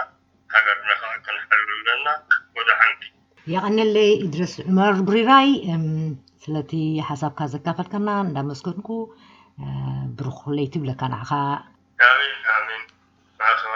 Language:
Tigrinya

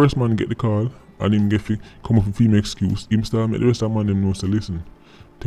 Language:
Jamaican Creole English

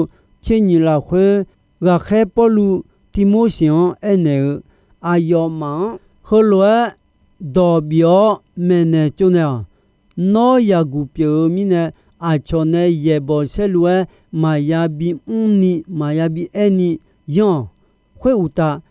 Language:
Akha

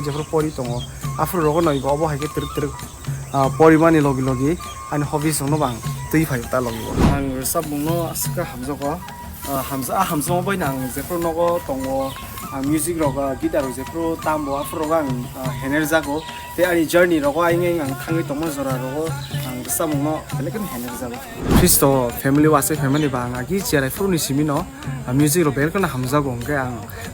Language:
Kok Borok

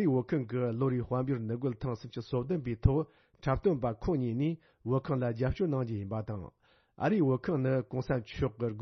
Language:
Tibetan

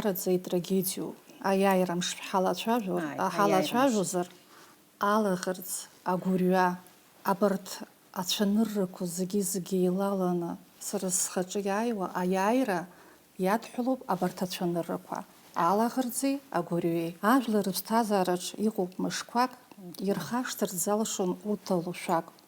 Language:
Abkhazian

